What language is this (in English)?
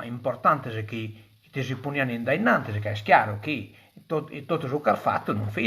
Sardinian